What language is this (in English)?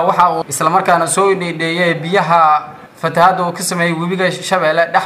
Somali